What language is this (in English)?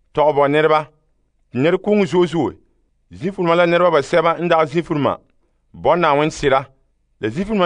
Frafra